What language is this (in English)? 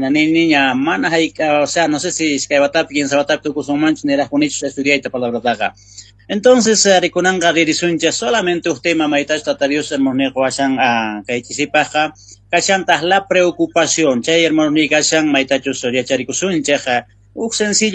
South Bolivian Quechua